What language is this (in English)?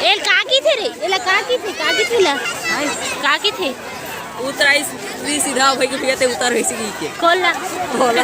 Chhattisgarhi